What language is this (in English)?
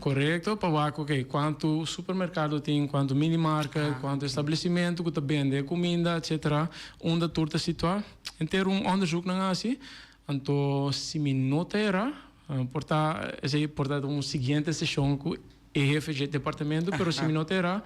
Papiamento